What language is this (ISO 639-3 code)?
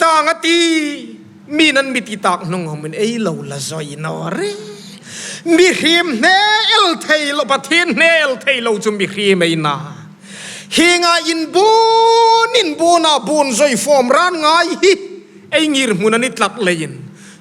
hmr